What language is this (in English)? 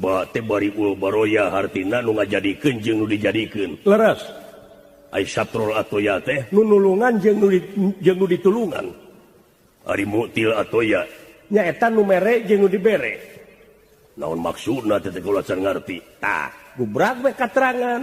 Sundanese